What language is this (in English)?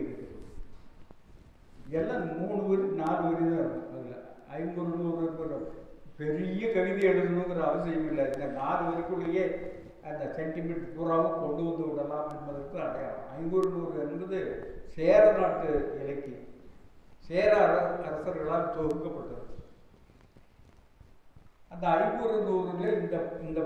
Tamil